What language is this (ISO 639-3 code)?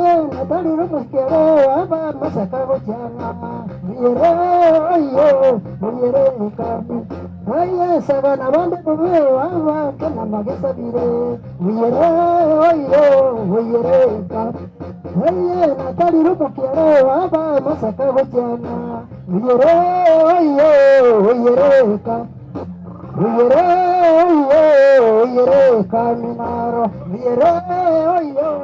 guz